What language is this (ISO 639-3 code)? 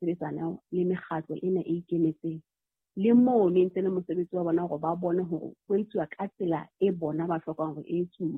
sot